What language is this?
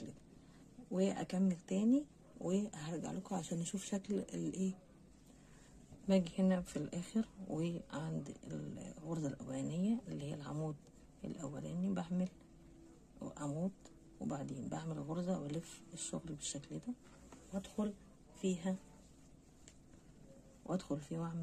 Egyptian Arabic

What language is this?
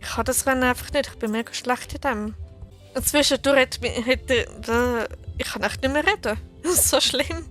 Swiss German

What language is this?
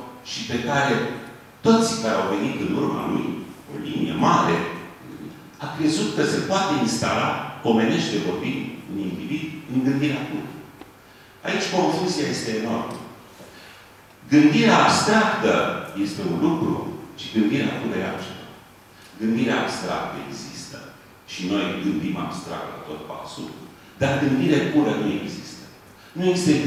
Romanian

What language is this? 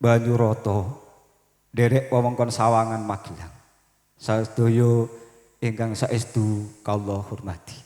Javanese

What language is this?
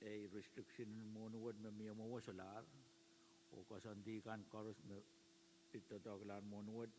Pohnpeian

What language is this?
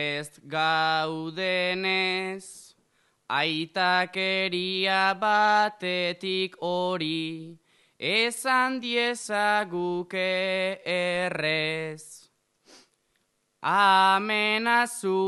Basque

